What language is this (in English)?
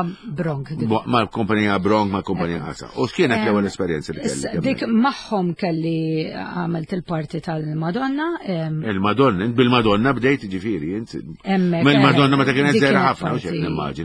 Maltese